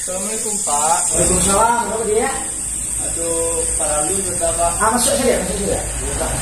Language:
Minangkabau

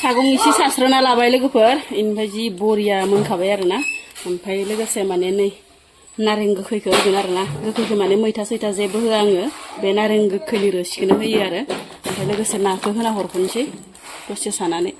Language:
Bodo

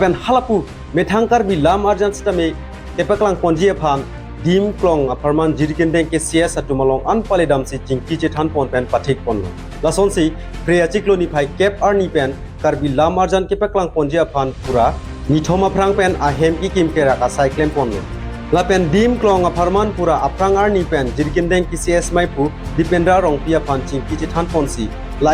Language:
Karbi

